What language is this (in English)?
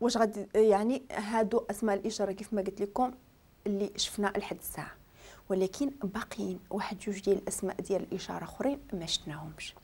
Moroccan Arabic